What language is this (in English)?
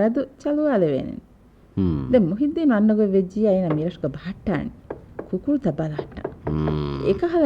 Divehi